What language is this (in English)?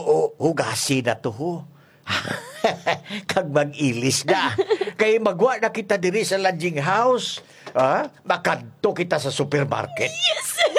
Hiligaynon